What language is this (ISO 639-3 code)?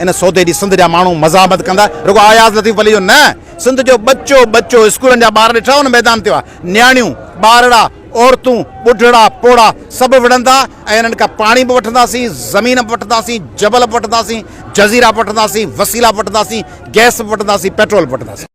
snd